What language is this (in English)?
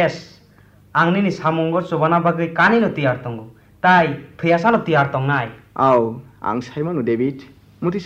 Kok Borok